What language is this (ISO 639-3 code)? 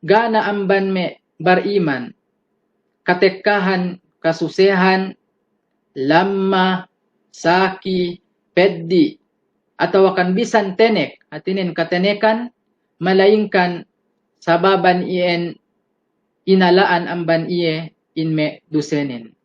yka